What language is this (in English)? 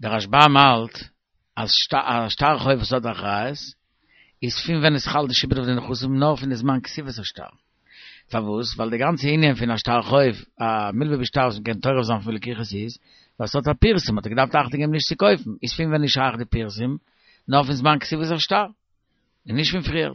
Yiddish